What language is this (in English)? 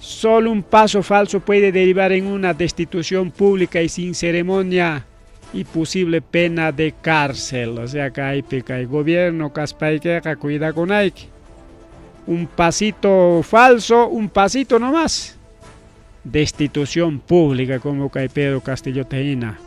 Ayacucho Quechua